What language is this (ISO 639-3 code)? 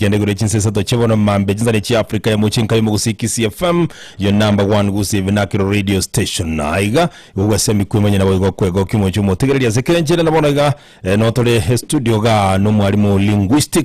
guz